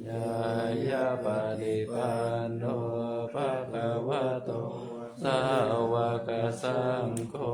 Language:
Pali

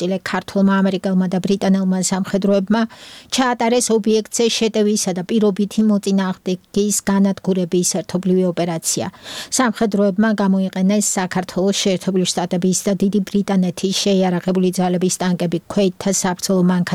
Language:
Georgian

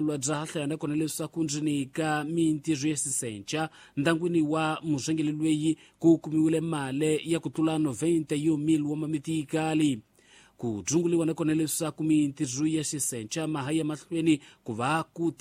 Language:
Tsonga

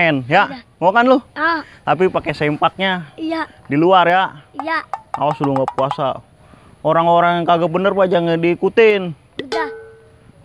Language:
Betawi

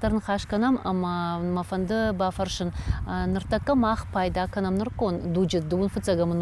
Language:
Ossetic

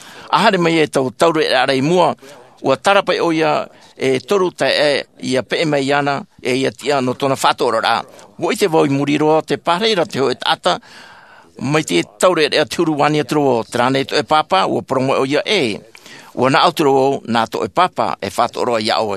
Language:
Tahitian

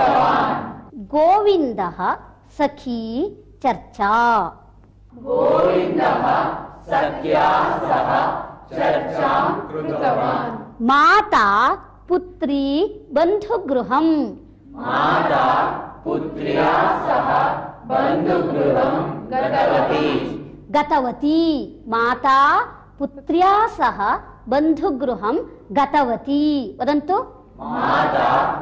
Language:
Sanskrit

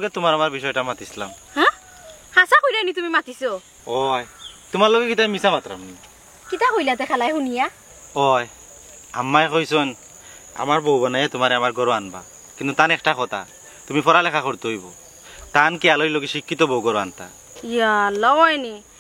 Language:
Sylheti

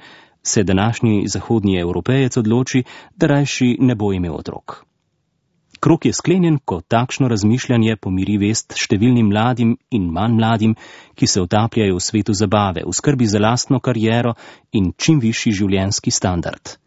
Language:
Slovenian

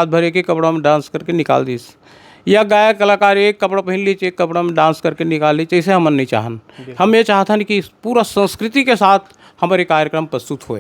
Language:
Chhattisgarhi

